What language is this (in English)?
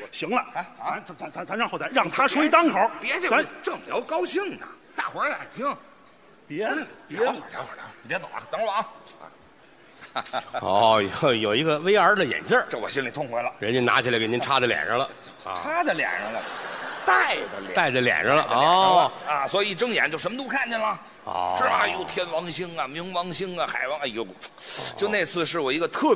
Chinese